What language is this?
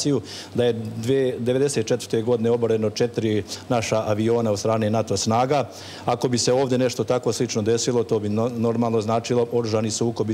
Serbian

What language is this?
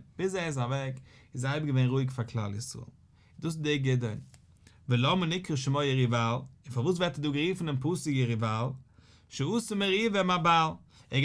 Yiddish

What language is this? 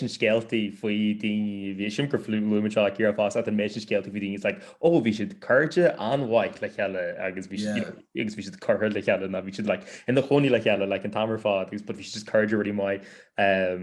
Irish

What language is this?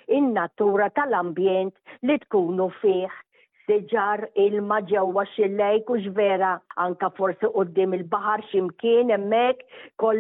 Maltese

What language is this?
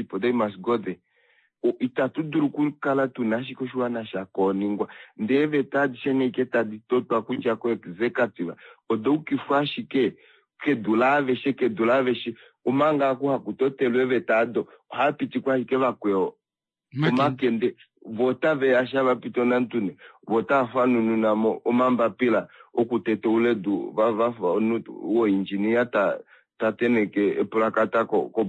Kuanyama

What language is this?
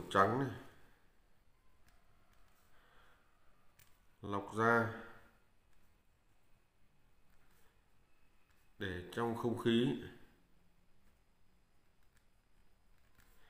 Vietnamese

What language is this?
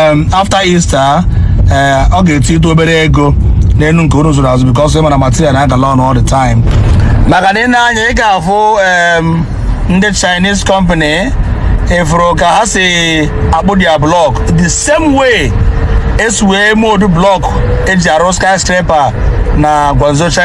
Igbo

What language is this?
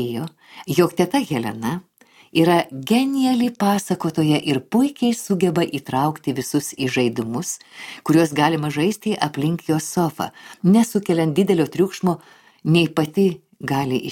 Lithuanian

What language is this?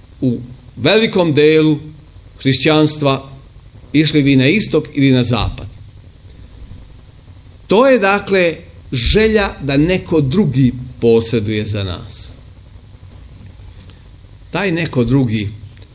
Serbian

